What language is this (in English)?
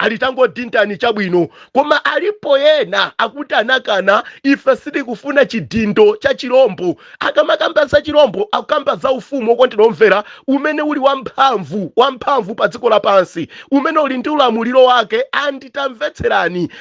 Nyanja